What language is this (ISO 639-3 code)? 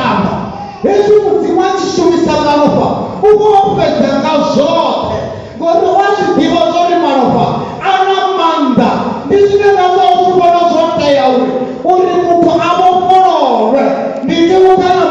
ven